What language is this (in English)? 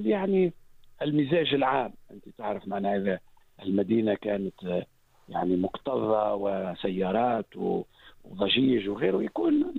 Tunisian Arabic